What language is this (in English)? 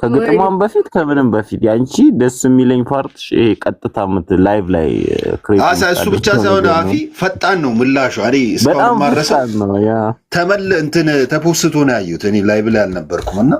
Amharic